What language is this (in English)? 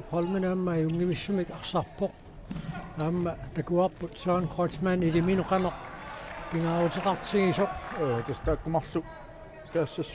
Kalaallisut